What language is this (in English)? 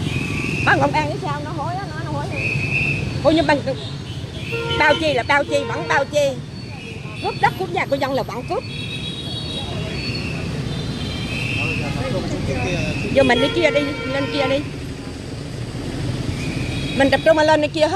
Vietnamese